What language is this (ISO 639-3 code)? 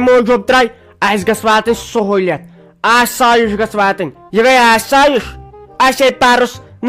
kas